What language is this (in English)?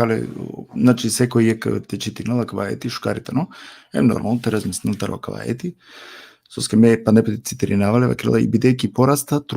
Balkan Romani